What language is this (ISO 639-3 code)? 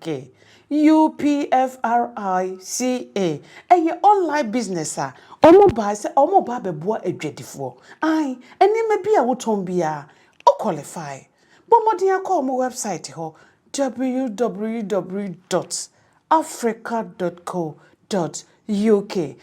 aka